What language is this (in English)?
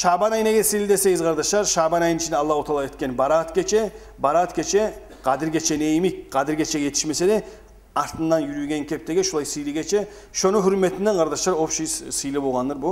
Kumyk